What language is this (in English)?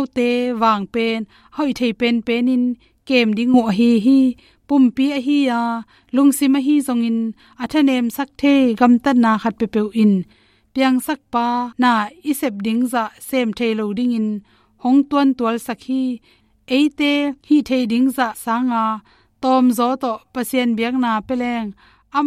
Tedim Chin